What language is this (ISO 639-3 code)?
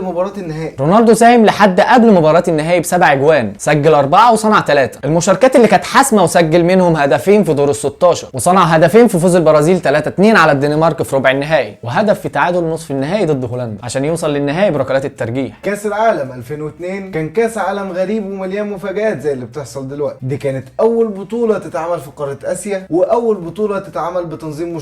arz